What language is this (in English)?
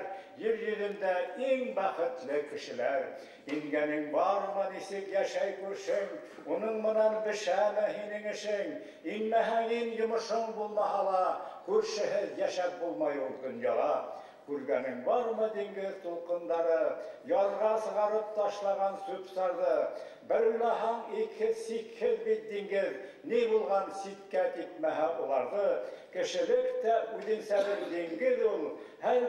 Bashkir